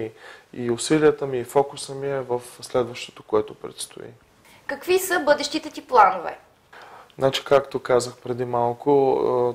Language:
Bulgarian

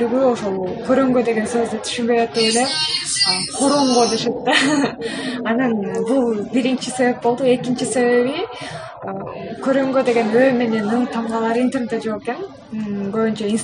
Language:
Kyrgyz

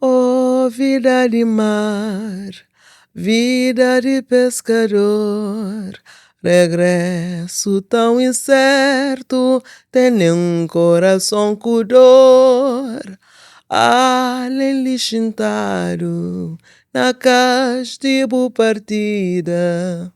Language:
Kabuverdianu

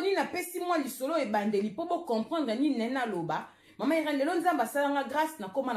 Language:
Lingala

